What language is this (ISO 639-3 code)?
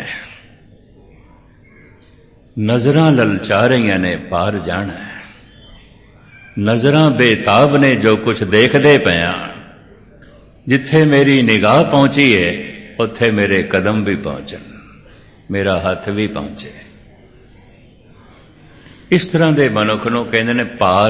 pan